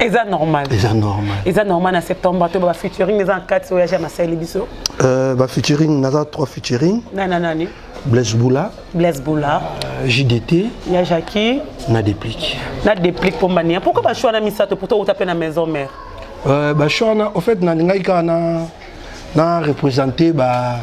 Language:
Lingala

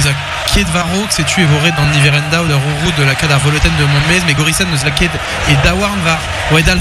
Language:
French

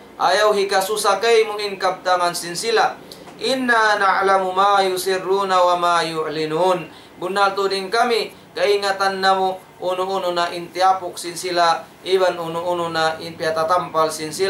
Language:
Tausug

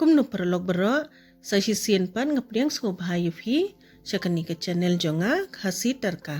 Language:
Khasi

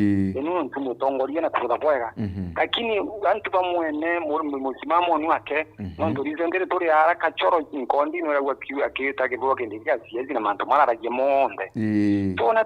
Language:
Meru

